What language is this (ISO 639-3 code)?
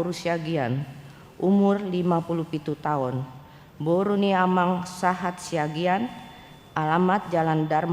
bbc